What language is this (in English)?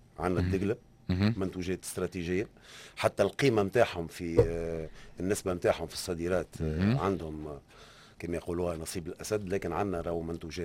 Tunisian Arabic